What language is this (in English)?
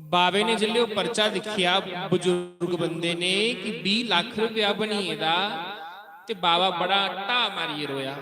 Dogri